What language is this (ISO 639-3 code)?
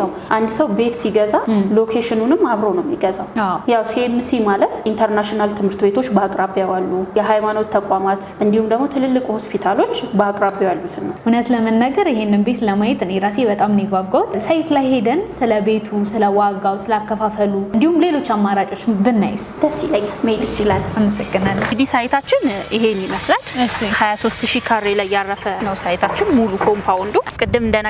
amh